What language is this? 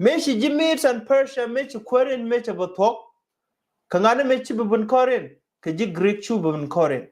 Nuer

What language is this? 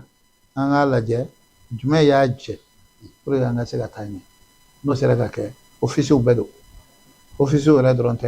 Bambara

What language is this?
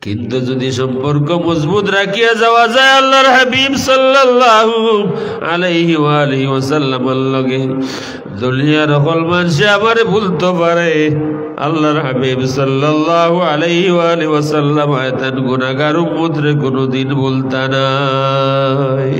Sylheti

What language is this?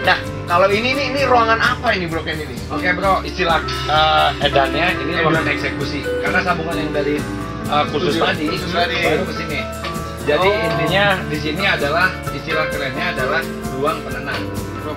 Indonesian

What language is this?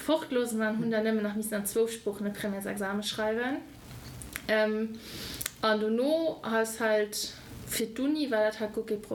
Luxembourgish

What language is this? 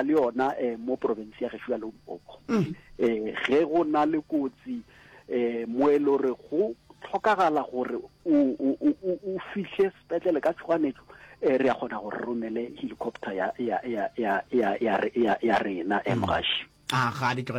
Northern Sotho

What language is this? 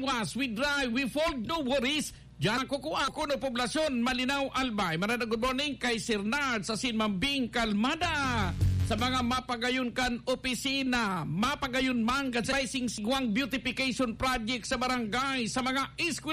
Bikol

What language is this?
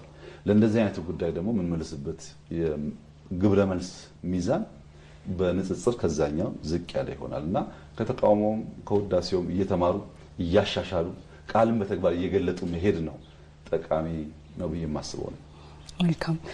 Amharic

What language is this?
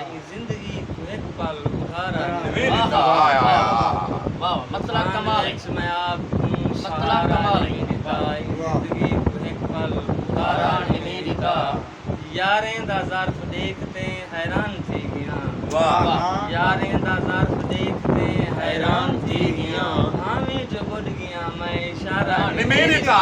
Saraiki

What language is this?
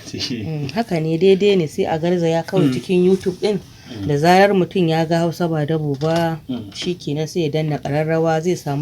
Hausa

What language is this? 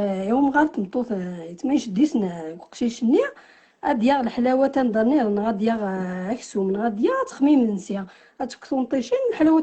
Kabyle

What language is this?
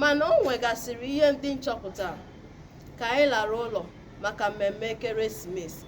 Igbo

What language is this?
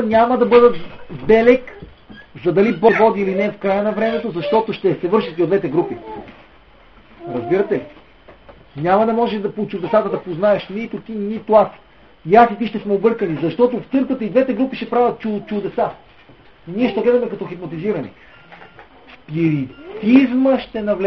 Bulgarian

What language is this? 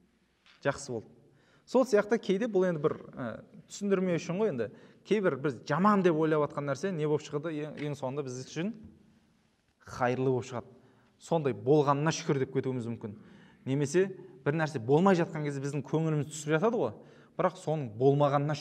Kazakh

